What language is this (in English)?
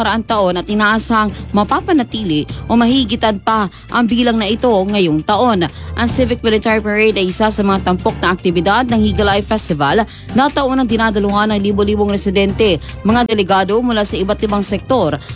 Filipino